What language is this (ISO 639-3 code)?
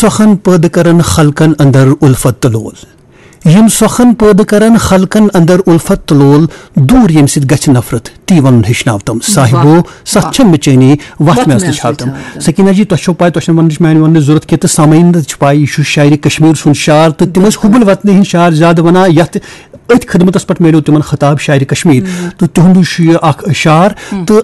kas